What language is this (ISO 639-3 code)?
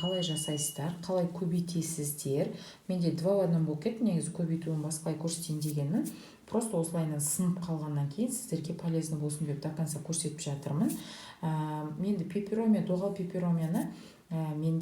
kaz